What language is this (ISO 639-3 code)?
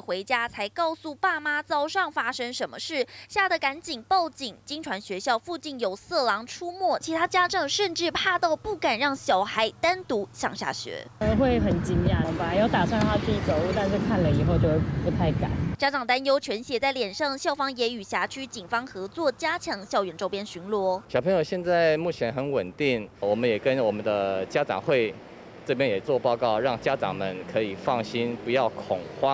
zho